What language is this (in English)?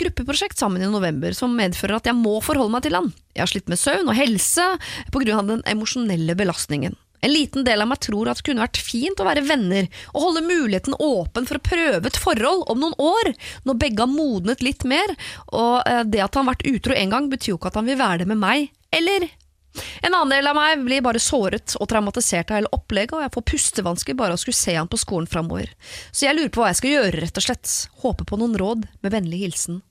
Norwegian